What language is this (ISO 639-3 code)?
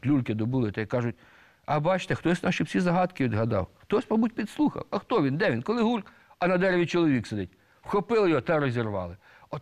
ukr